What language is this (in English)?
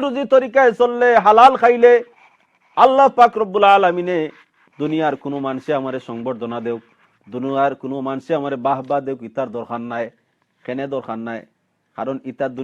Sylheti